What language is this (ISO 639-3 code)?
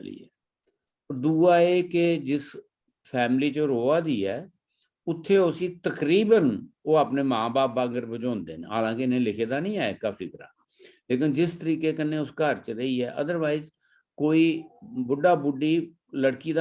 doi